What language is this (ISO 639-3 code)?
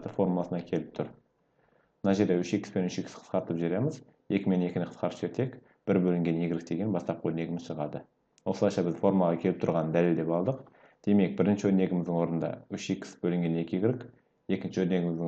kaz